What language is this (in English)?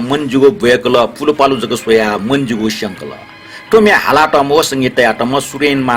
Newari